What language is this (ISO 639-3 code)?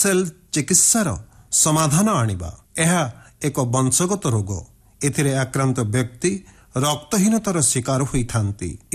ori